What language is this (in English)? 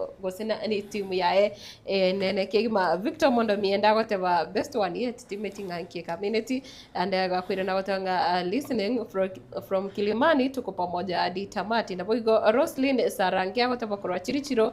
Gusii